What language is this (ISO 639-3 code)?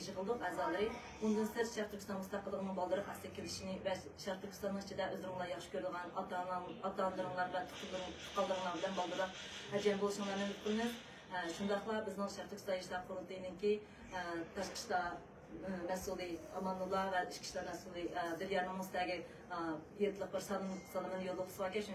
uig